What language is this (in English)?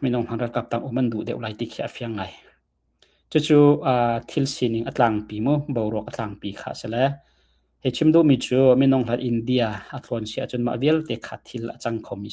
Hakha Chin